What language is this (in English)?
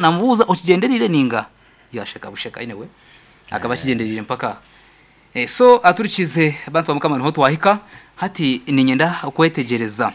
Nyankole